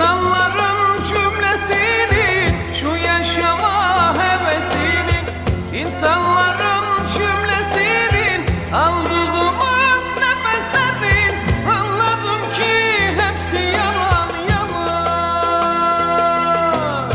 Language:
Turkish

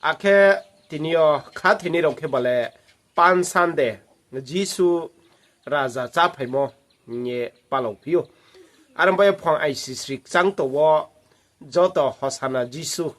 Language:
Riang (India)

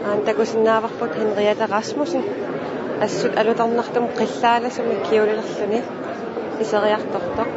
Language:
Kalaallisut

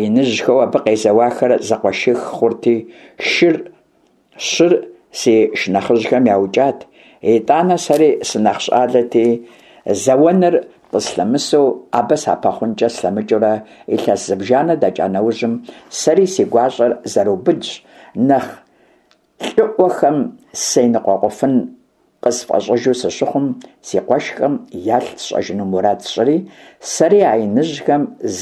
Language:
Kabardian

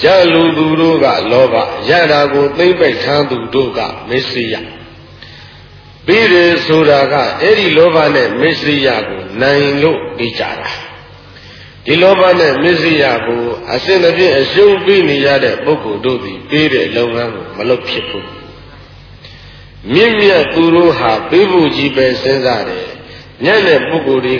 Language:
Burmese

